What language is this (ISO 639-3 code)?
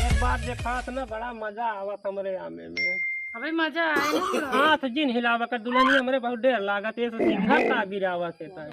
awa